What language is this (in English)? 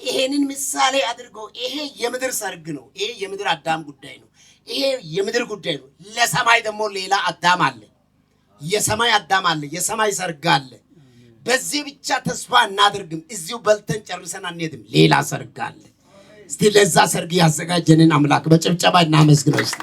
Amharic